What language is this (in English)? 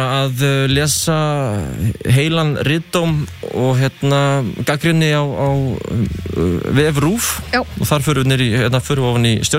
Icelandic